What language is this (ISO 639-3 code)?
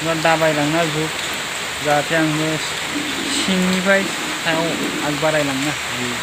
brx